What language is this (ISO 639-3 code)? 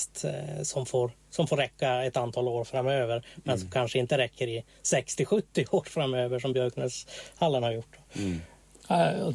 swe